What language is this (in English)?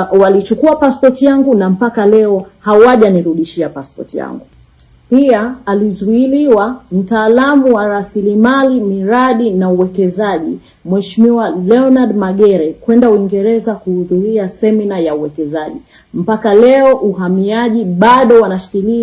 Swahili